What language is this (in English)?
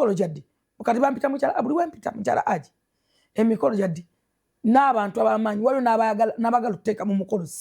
Ganda